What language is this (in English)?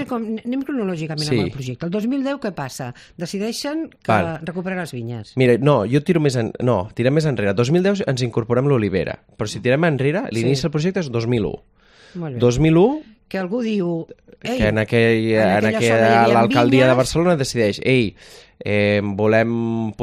Catalan